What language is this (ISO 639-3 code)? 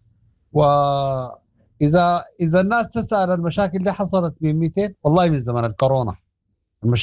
apd